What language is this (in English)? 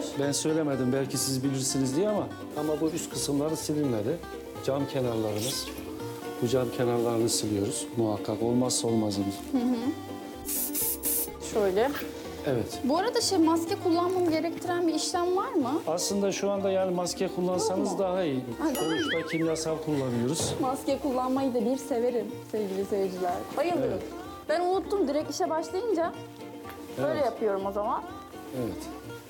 Turkish